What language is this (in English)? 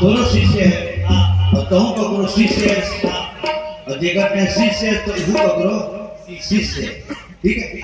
Chhattisgarhi